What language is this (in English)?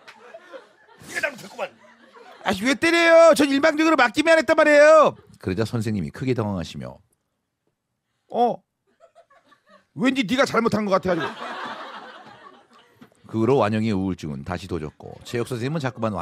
Korean